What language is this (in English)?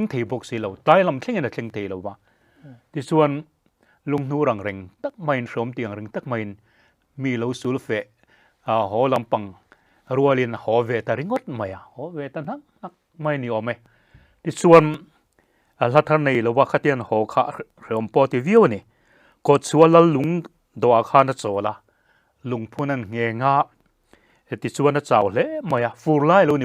Mizo